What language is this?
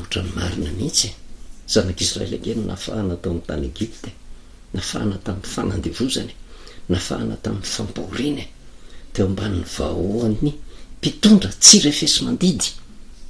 Malagasy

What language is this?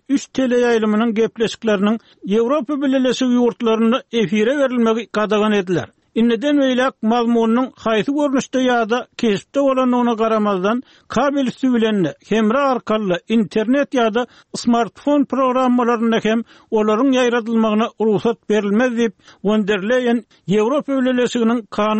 Turkmen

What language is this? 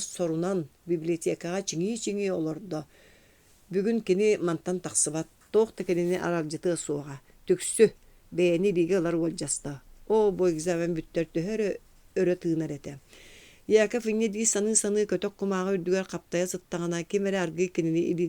Yakut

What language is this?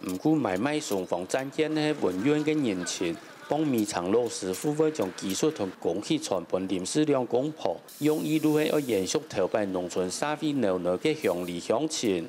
Hakka Chinese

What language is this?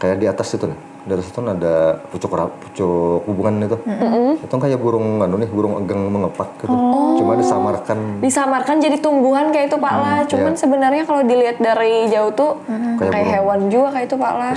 Banjar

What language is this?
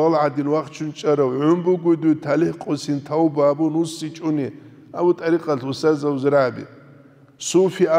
Avaric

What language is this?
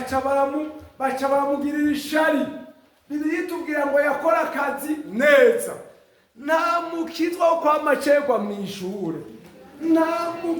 Rundi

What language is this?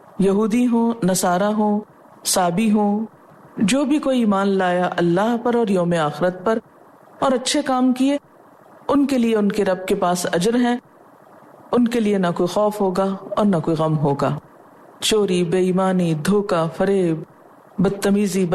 Urdu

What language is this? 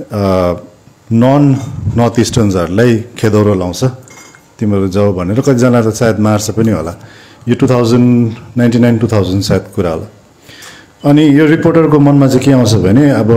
Nepali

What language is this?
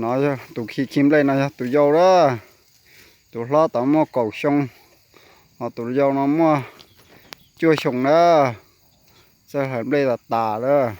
Hmong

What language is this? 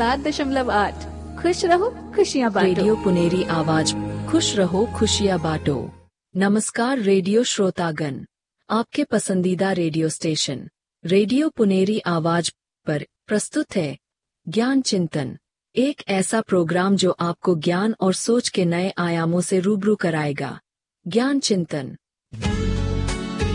Hindi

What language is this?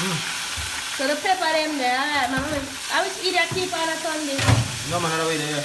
Jamaican Creole English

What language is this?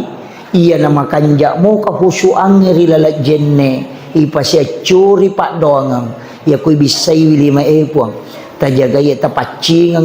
Buginese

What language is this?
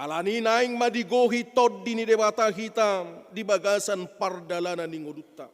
Batak Toba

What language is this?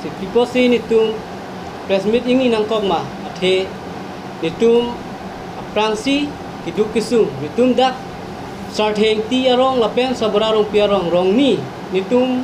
Karbi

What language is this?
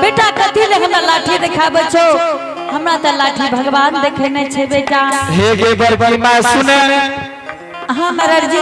Angika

